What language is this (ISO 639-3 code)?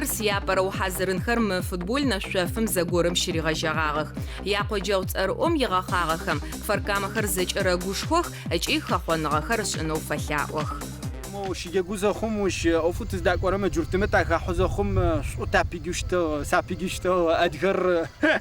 ady